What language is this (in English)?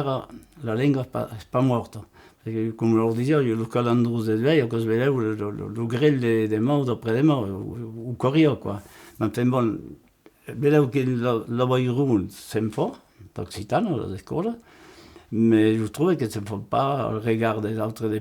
Occitan